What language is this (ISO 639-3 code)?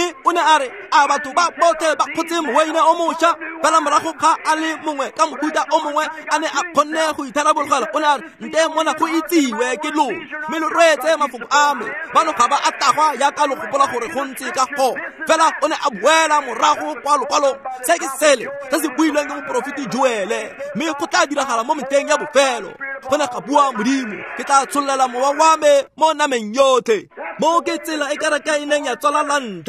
tsn